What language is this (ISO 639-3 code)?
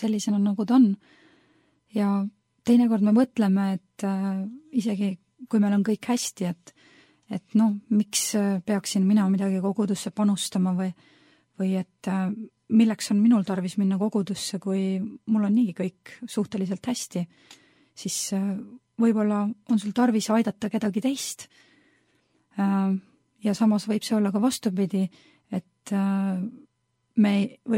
est